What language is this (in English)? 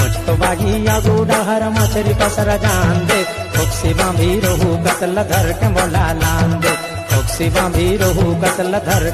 Chhattisgarhi